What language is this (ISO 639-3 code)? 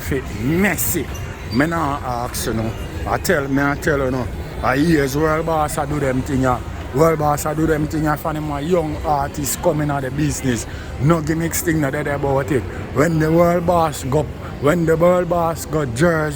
jam